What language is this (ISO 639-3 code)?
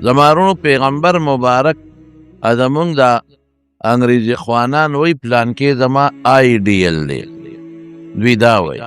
pus